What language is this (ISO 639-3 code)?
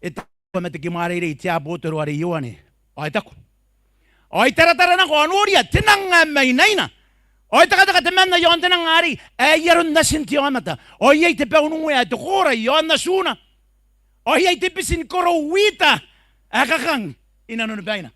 gil